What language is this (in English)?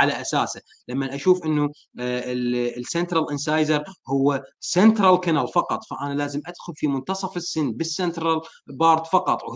Mesopotamian Arabic